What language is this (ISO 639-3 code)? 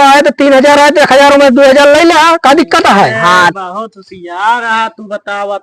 awa